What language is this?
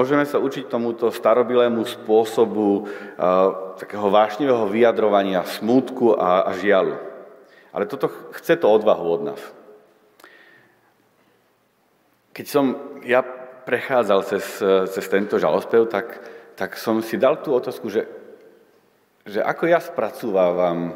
Slovak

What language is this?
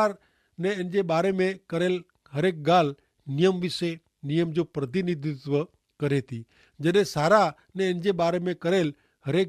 Kachhi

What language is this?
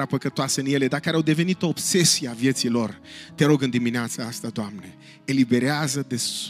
Romanian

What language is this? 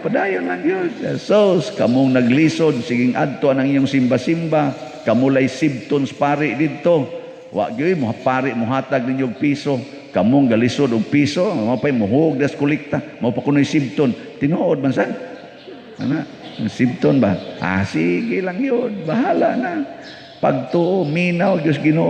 Cebuano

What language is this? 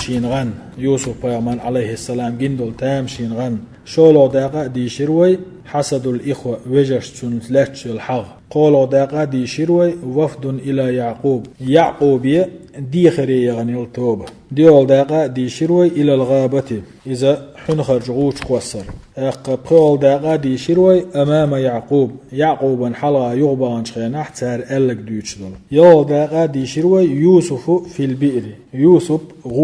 Chechen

